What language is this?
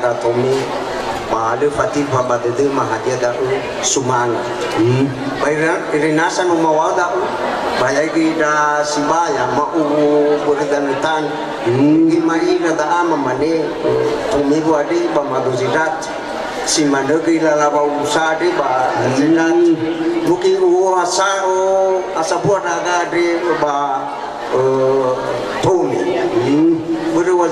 Nias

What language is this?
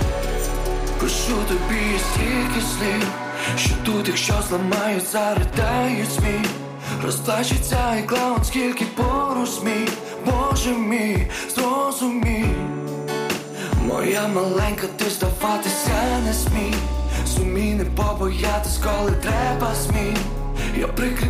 Ukrainian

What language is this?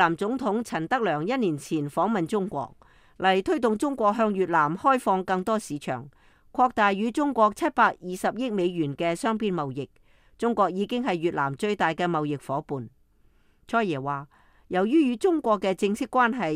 Cantonese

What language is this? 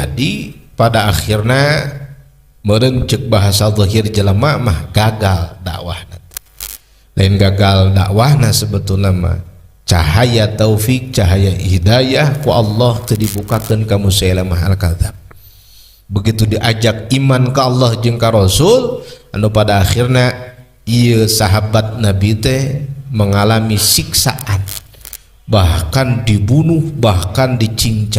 Sundanese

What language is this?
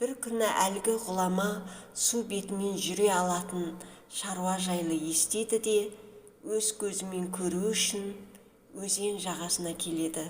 Kazakh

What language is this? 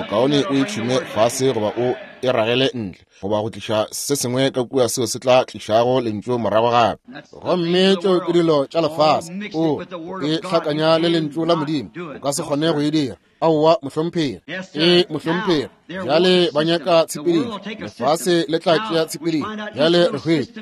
Northern Sotho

